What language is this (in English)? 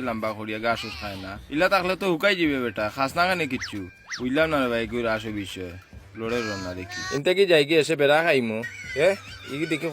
Sylheti